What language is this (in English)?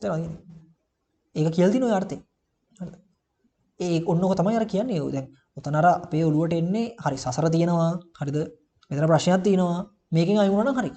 Sinhala